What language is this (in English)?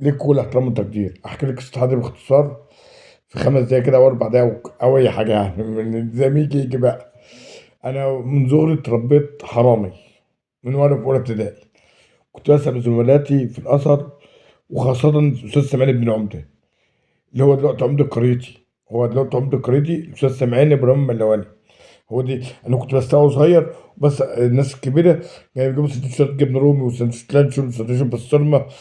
Egyptian Arabic